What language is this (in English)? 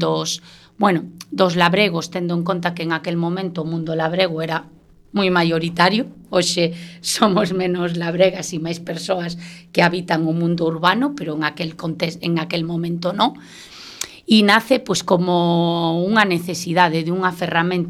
Galician